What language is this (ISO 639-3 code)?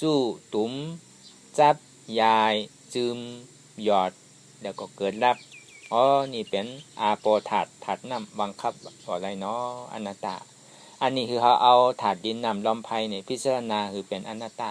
shn